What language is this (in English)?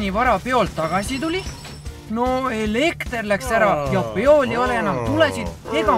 Estonian